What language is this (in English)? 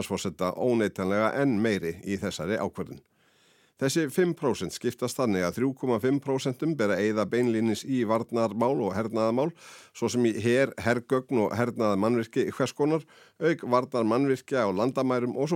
Icelandic